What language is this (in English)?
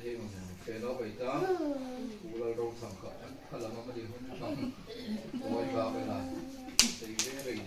Hmar